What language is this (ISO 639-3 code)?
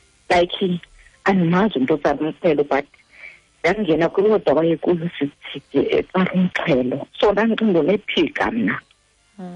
xho